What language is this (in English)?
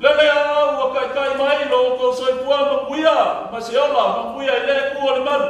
Samoan